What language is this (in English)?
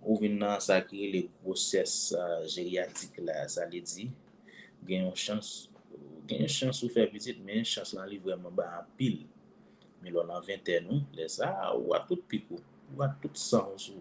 Haitian Creole